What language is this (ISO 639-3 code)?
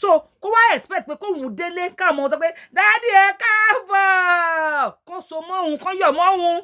yor